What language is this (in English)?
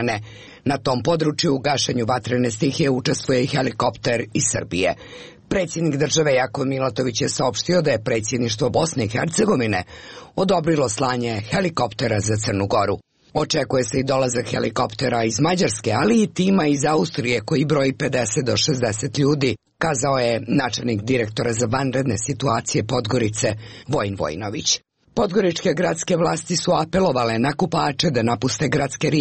Serbian